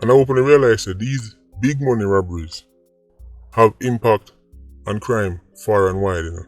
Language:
Jamaican Creole English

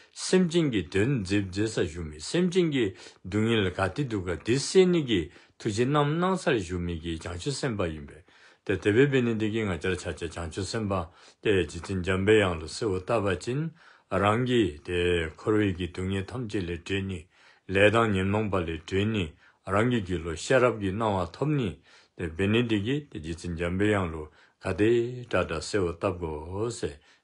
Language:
Dzongkha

